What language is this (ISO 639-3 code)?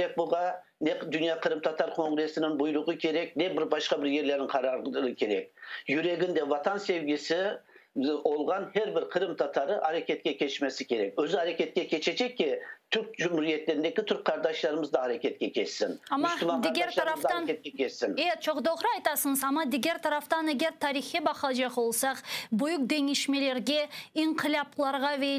crh